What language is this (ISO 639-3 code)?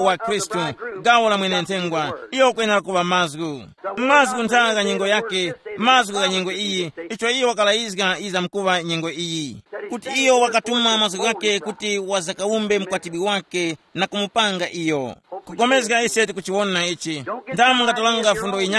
tum